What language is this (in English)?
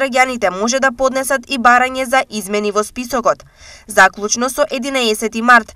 Macedonian